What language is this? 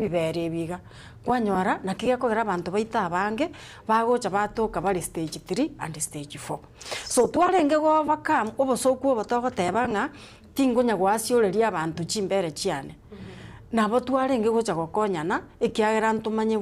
Gusii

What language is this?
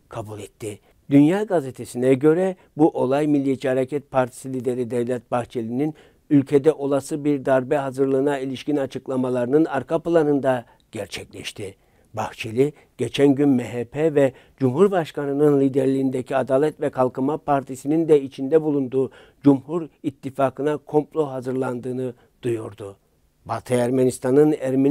Turkish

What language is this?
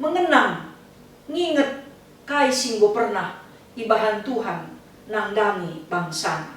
Batak Karo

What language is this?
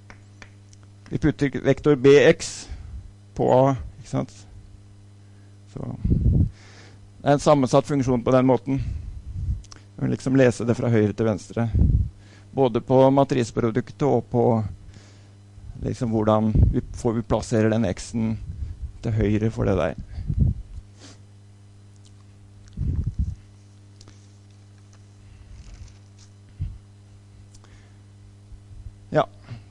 Norwegian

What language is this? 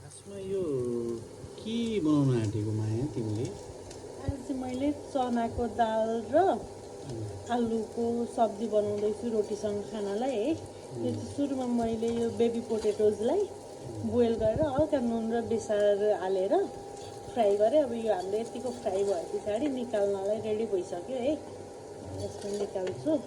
Nepali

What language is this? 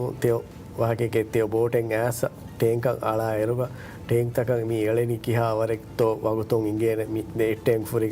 Divehi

